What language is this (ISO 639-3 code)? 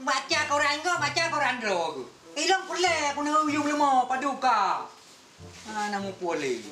ace